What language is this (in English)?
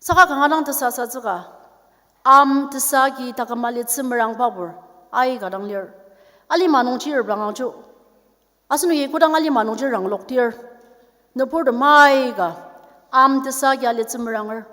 Ao Naga